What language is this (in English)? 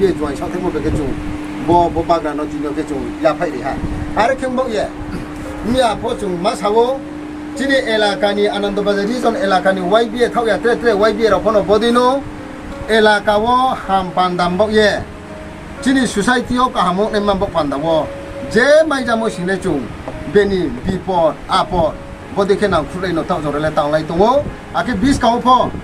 Riang (India)